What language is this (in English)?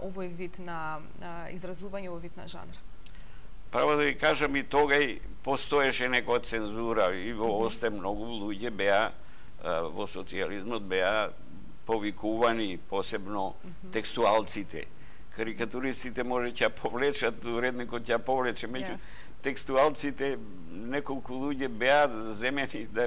Macedonian